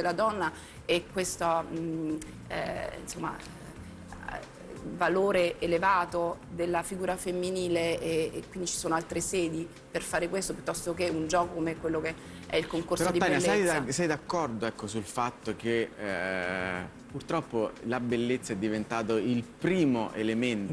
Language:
Italian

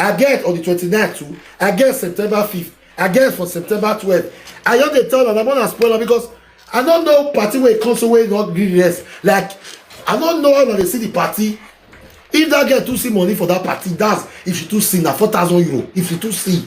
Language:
Nigerian Pidgin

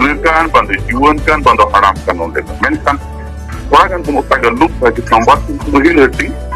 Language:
Santali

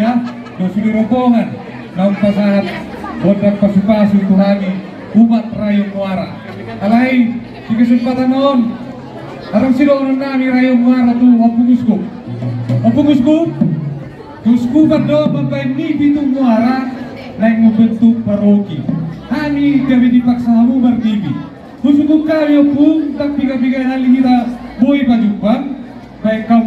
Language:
Batak Toba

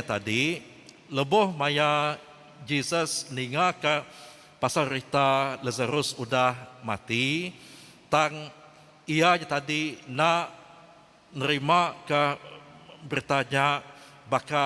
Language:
Iban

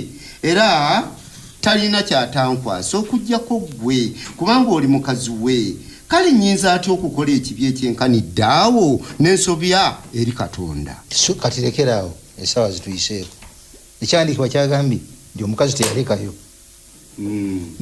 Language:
Ganda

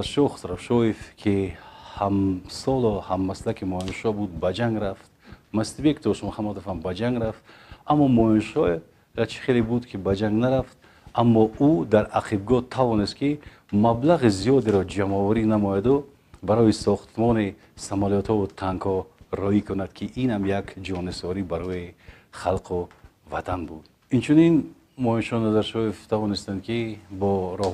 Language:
Tajik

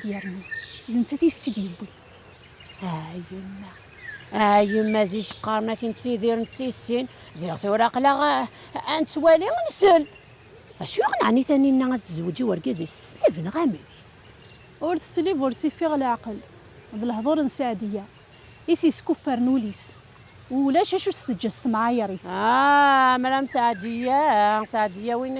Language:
Kabyle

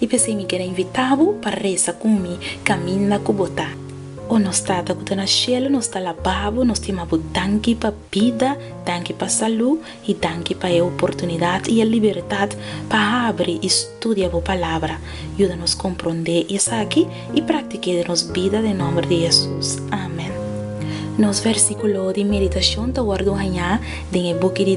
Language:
Papiamento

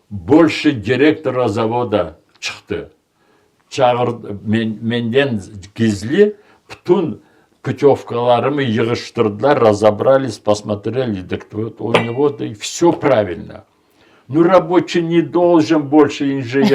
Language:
Crimean Tatar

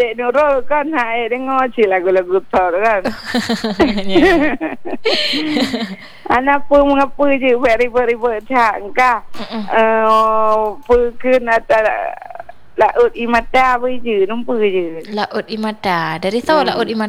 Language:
Malay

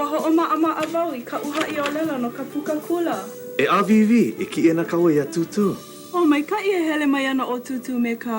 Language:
Hawaiian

